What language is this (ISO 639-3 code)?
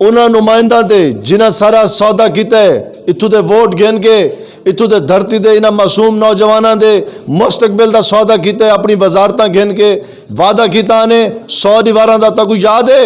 lah